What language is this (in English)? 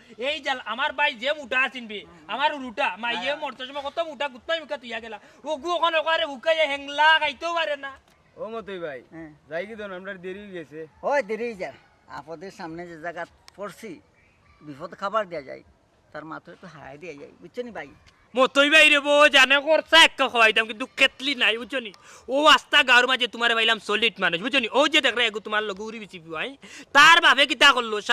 Sylheti